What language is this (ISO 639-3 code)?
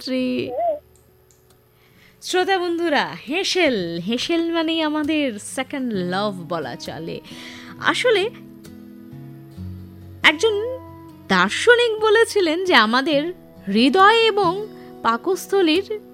ben